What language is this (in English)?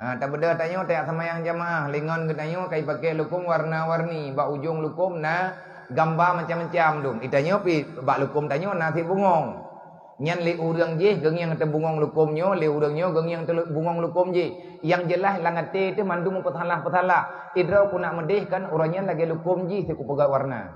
Achinese